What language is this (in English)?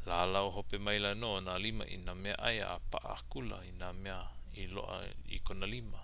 Hawaiian